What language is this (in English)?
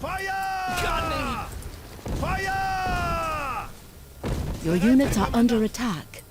Bavarian